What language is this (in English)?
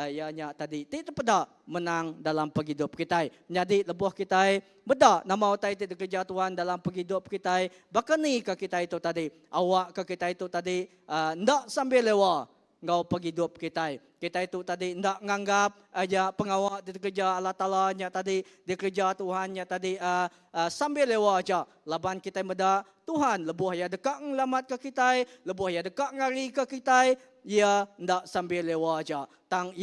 Iban